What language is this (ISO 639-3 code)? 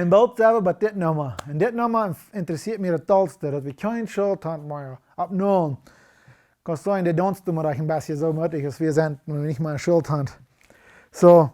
pdt